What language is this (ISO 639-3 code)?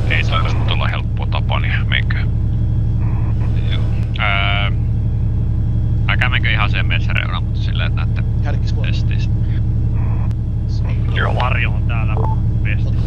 fin